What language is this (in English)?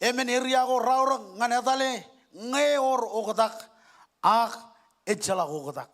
Marshallese